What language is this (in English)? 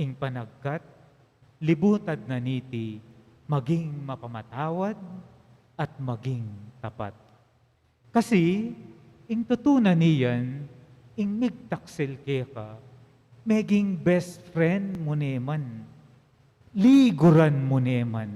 Pampanga